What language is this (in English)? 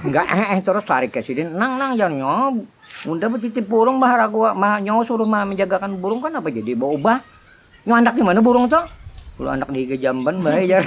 Banjar